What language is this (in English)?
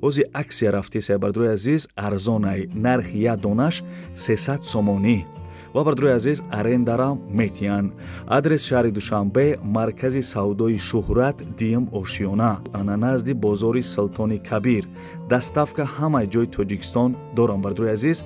Tajik